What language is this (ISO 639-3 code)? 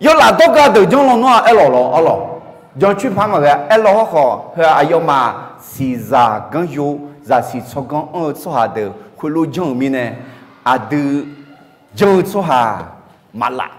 ahk